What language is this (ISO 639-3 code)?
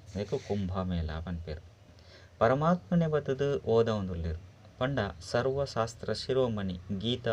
tcy